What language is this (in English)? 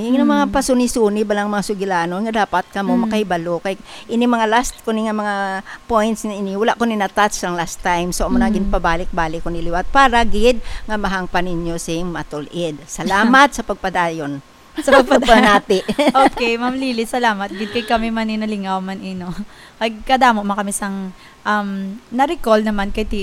Hiligaynon